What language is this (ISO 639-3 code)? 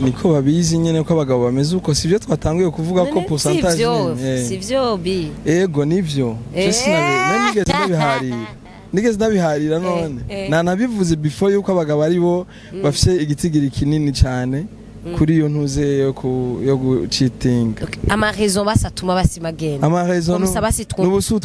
run